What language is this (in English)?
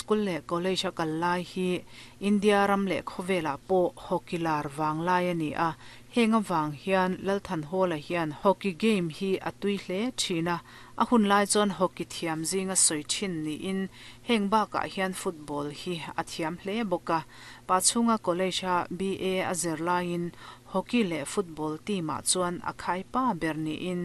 Mizo